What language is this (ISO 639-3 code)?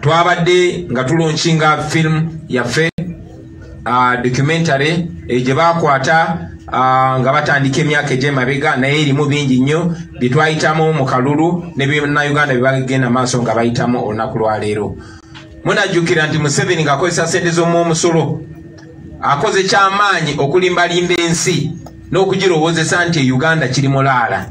lug